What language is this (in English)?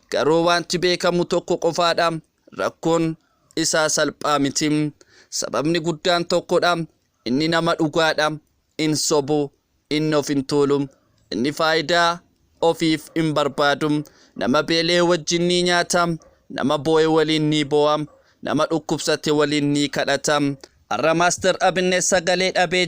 Oromo